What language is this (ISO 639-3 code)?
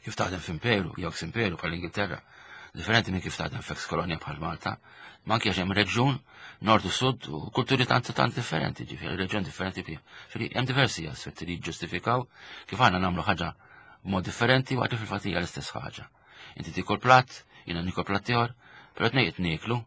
mlt